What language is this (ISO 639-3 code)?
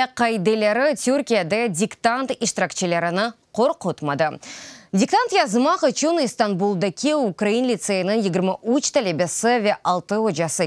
crh